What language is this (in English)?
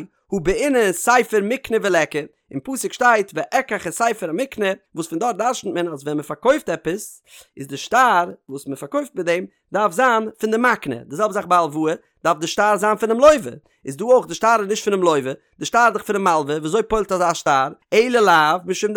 Yiddish